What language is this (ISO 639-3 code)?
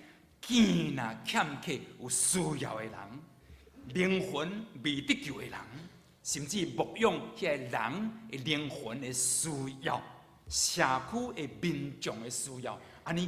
nan